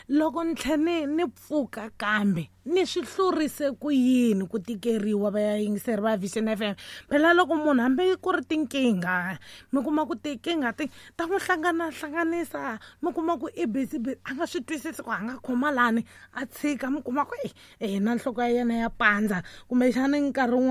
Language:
Tsonga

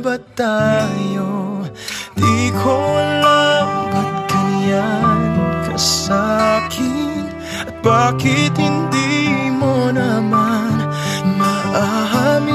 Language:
Filipino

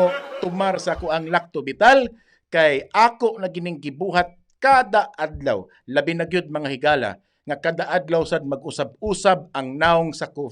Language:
Cebuano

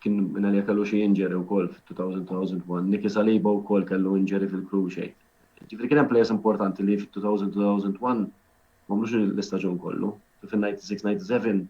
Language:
Maltese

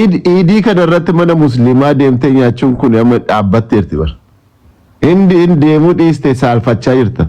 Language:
Oromo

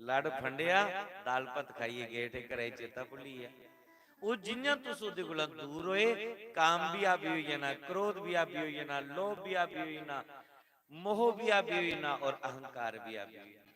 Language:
Dogri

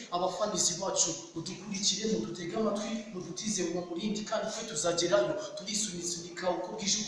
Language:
Kinyarwanda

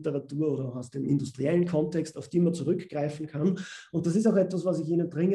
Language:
German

